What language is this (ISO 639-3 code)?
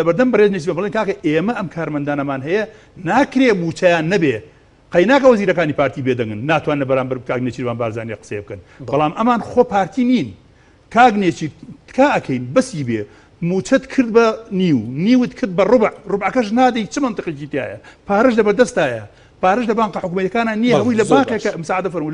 ckb